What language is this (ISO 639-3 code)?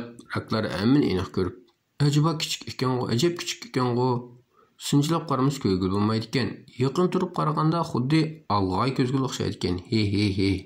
uig